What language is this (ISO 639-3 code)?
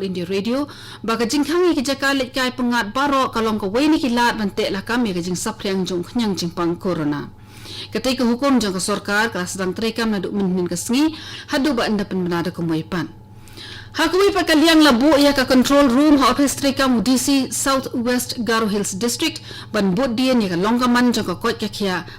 kha